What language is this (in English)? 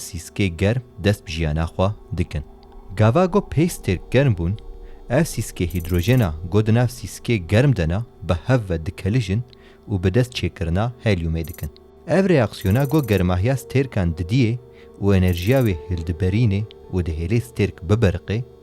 Kurdish